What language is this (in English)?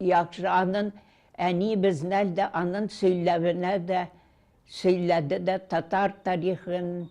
Tatar